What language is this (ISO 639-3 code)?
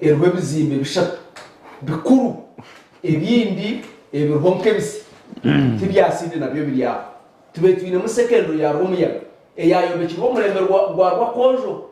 nyn